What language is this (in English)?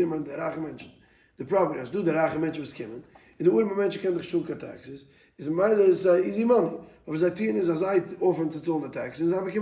Yiddish